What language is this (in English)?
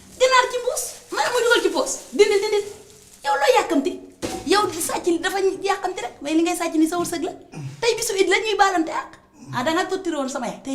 Wolof